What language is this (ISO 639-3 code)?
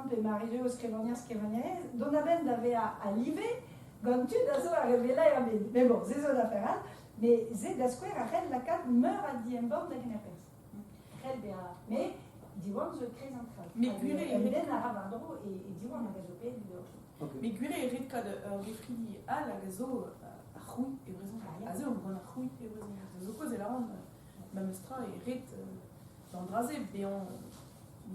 bre